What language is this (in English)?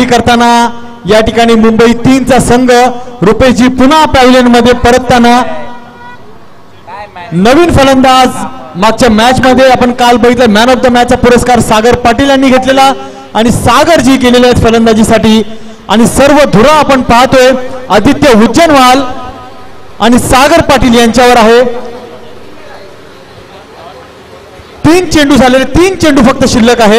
Marathi